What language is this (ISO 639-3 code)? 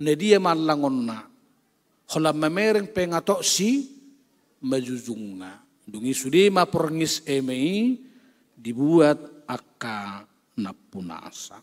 bbc